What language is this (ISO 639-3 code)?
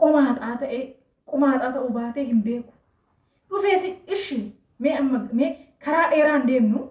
orm